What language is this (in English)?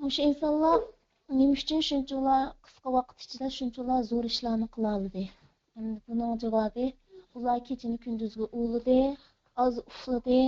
Uyghur